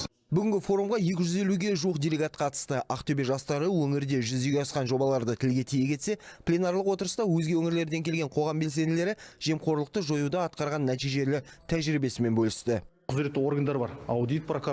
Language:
Kazakh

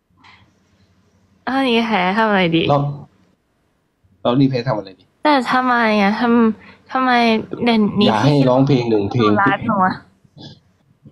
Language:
Thai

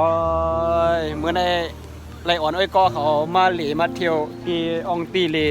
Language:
Shan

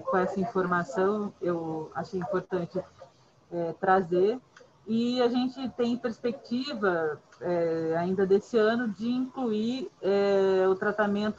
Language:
Portuguese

